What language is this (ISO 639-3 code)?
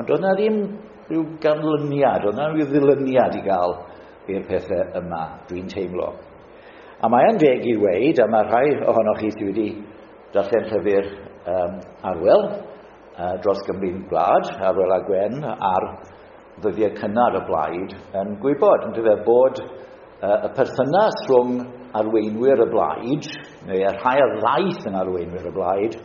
cym